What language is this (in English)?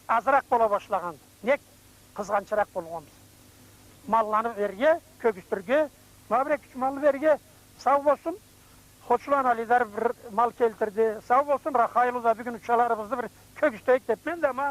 Karachay-Balkar